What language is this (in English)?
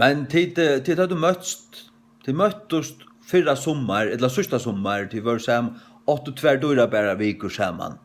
Faroese